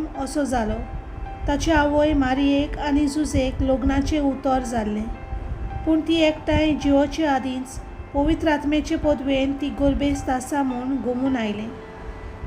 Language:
Konkani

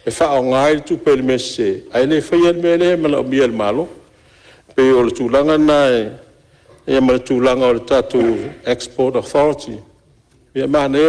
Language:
Samoan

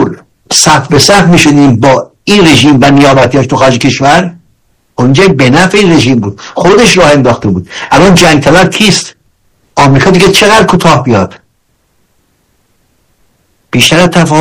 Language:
Persian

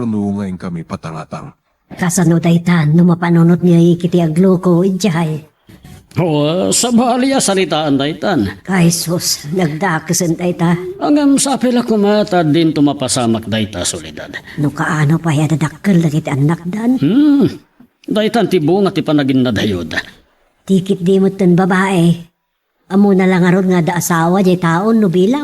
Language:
Iloko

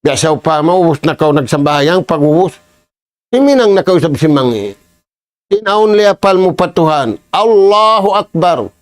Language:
Tausug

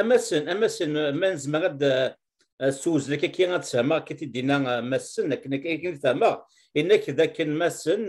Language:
Kabyle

